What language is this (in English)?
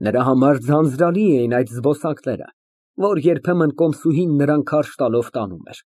Armenian